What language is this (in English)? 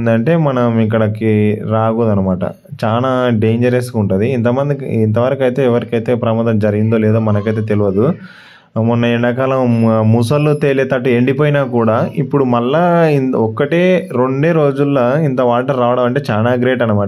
Telugu